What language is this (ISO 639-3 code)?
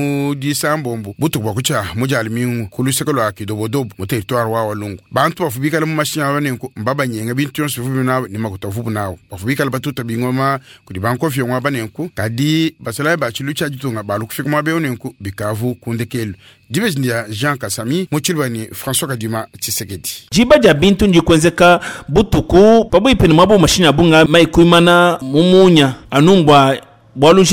lua